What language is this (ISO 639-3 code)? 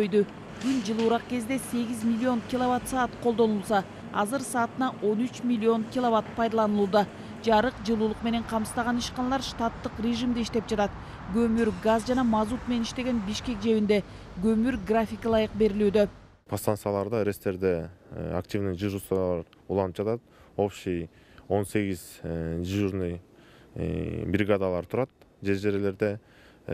kir